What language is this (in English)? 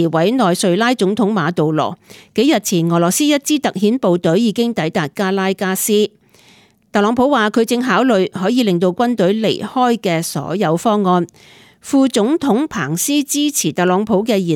Cantonese